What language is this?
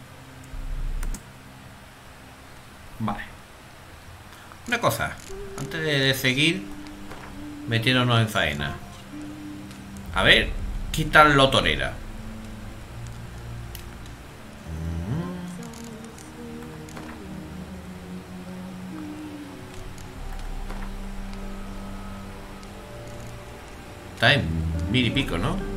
Spanish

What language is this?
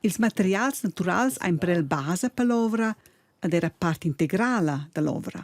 Romansh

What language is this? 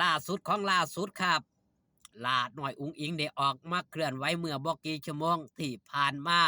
Northeastern Thai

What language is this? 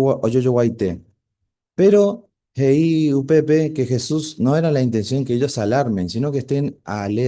Guarani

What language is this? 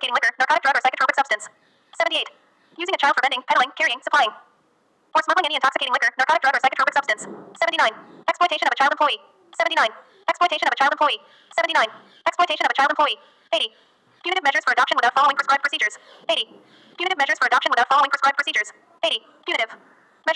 English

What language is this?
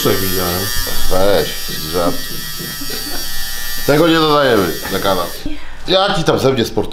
Polish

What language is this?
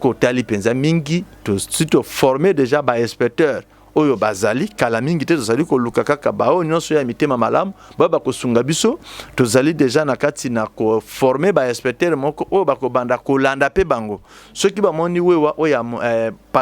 Lingala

